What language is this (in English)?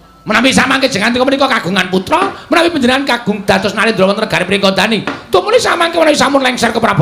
Javanese